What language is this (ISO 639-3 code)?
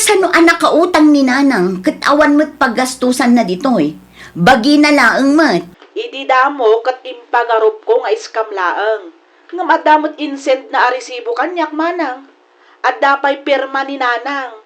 ilo